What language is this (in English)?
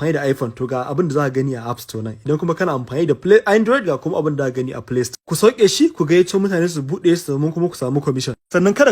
Hausa